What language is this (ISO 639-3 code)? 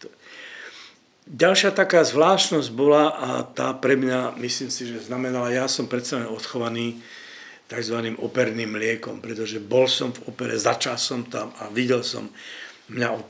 slk